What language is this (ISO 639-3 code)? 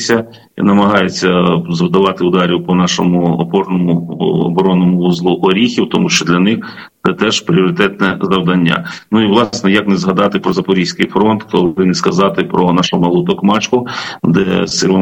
ukr